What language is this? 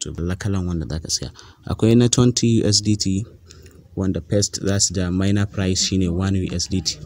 Hausa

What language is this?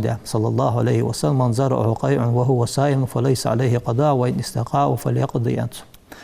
Ingush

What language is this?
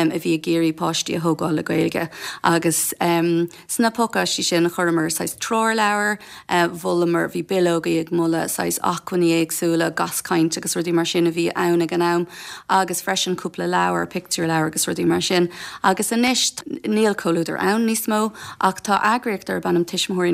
Irish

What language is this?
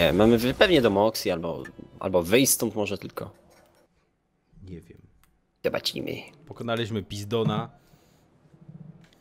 Polish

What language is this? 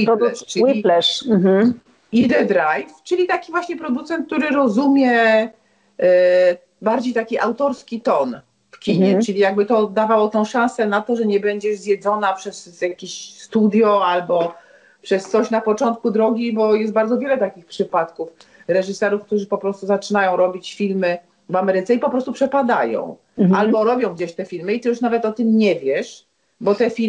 Polish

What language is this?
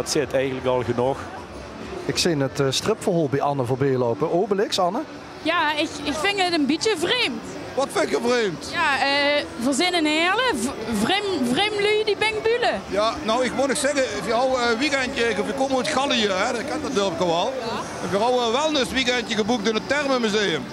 Limburgish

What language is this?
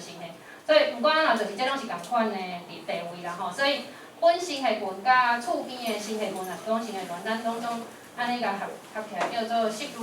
Min Nan Chinese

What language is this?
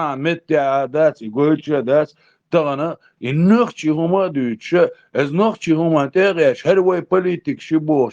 Chechen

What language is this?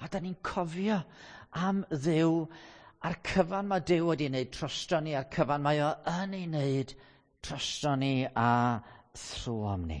Welsh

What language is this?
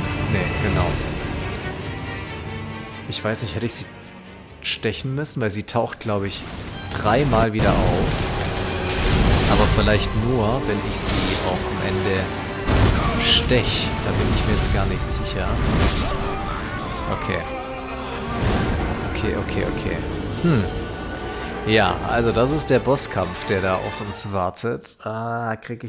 German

